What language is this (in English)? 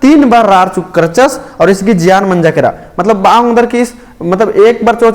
Kurukh